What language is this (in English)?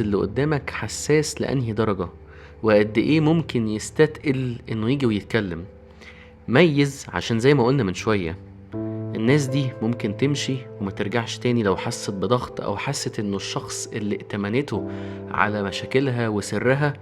Egyptian Arabic